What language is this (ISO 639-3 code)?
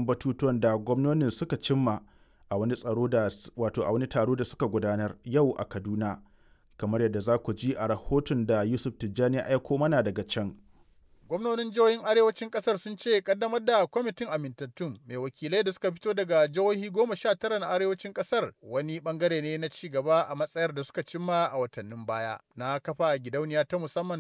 hau